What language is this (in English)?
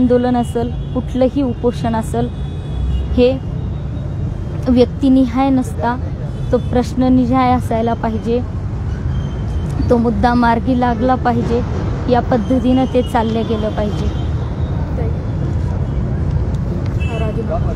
Marathi